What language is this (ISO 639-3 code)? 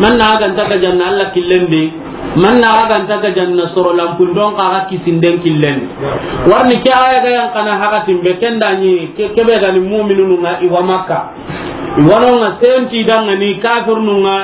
snk